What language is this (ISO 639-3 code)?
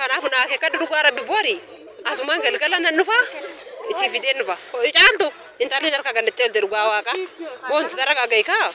orm